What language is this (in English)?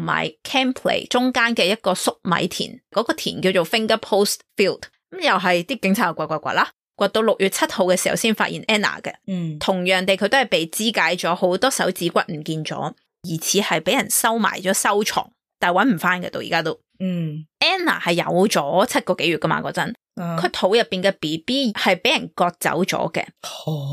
Cantonese